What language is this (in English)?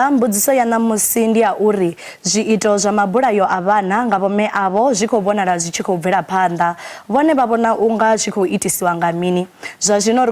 Venda